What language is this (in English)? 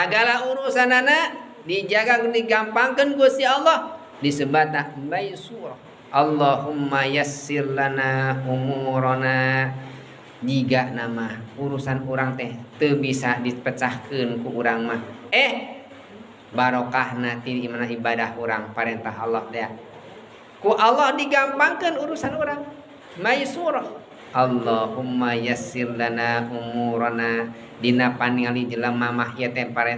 Sundanese